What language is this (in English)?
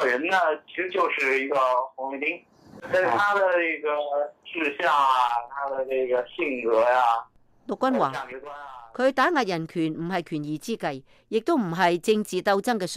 Cantonese